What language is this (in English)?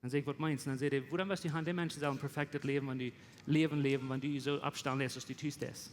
Plautdietsch